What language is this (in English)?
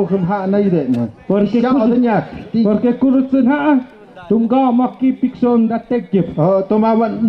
Tlahuitoltepec Mixe